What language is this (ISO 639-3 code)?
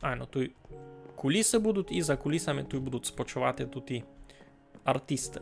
rue